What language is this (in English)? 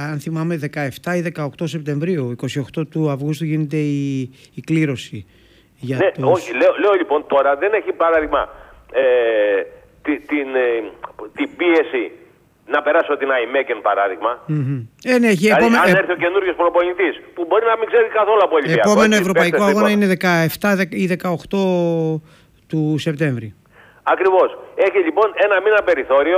Greek